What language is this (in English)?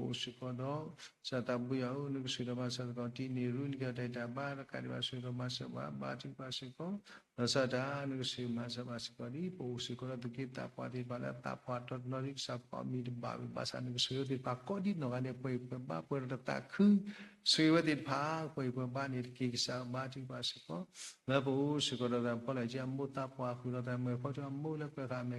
S'gaw Karen